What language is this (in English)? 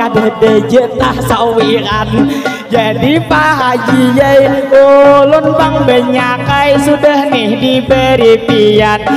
Banjar